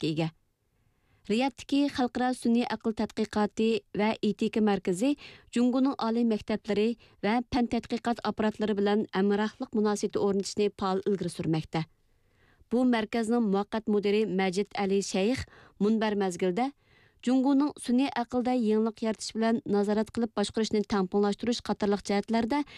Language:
Uyghur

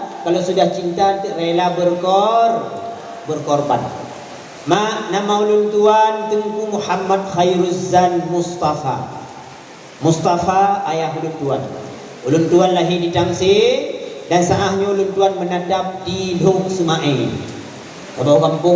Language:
Achinese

